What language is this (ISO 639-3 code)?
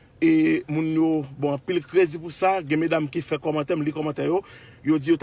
hat